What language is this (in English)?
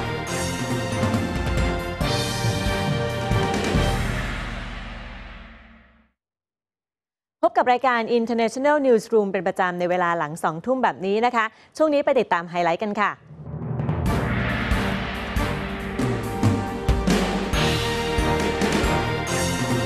Thai